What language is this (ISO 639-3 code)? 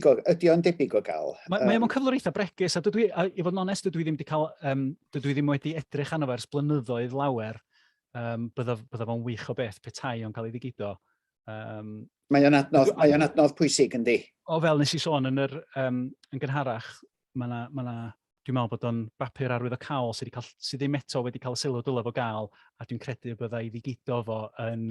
cym